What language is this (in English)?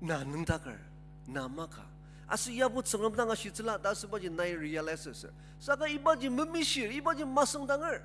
Ao Naga